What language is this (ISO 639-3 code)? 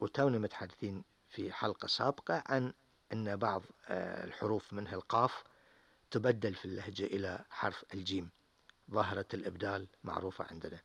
afb